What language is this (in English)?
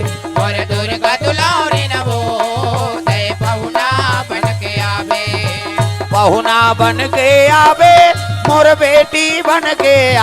Chhattisgarhi